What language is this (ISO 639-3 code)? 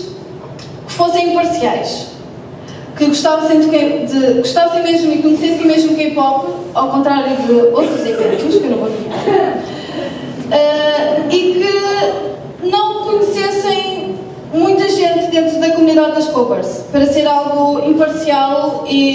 por